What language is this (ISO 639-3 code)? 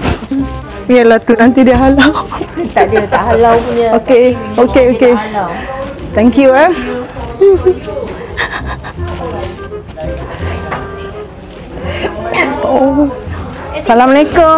msa